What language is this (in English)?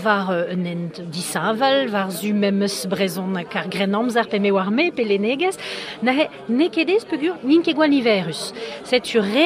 Breton